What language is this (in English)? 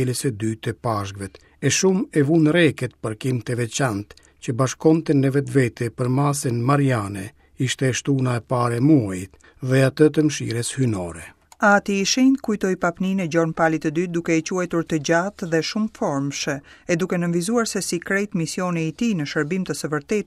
Albanian